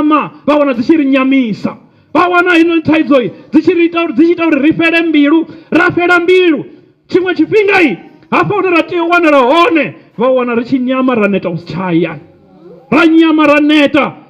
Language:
Venda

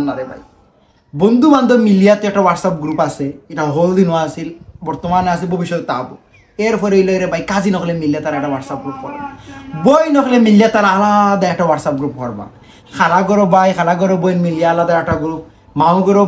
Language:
Sylheti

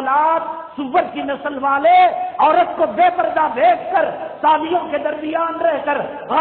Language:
Urdu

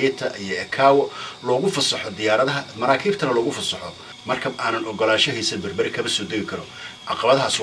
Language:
Somali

